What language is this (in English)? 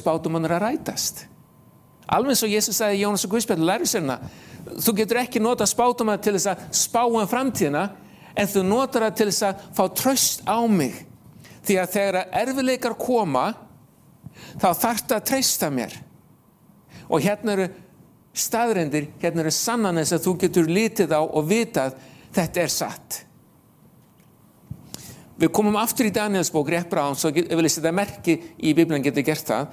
Icelandic